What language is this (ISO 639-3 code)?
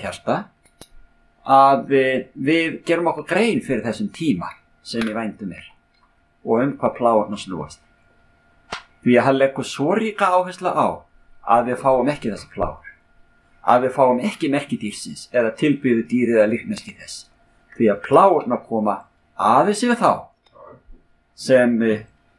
isl